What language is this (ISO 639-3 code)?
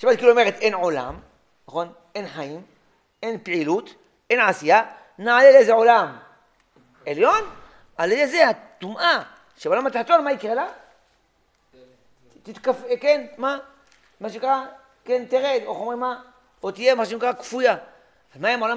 heb